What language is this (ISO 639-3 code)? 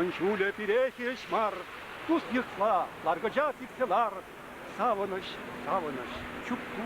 chv